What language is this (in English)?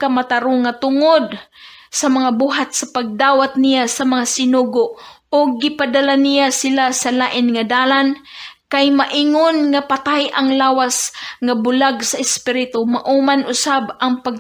Cebuano